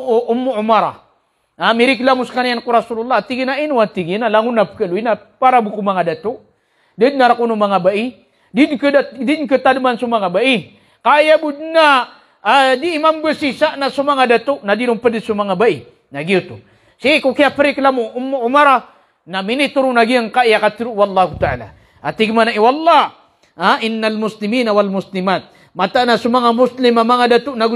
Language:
Maranao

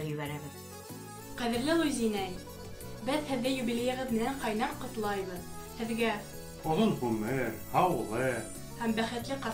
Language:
Bashkir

